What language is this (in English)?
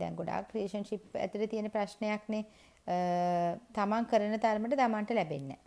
Sinhala